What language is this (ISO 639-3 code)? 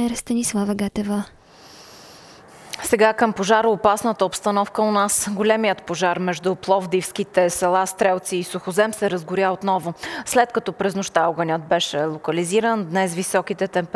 bul